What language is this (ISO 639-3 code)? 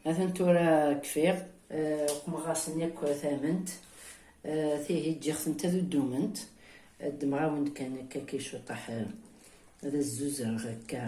kab